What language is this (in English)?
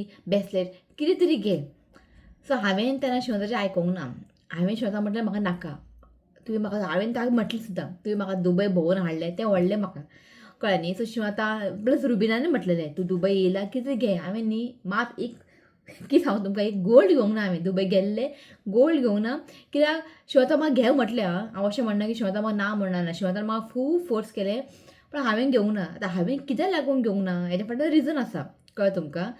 Konkani